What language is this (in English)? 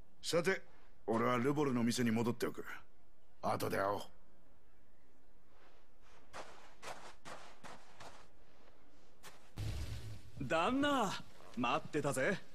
Japanese